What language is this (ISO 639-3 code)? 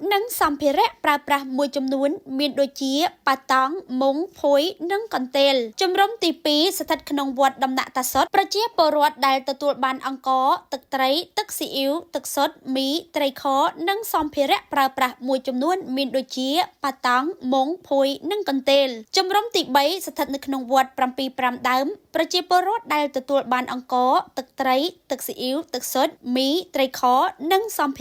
khm